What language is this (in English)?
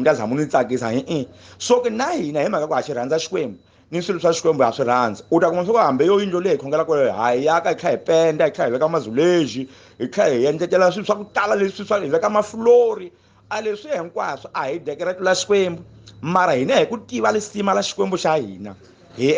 Tsonga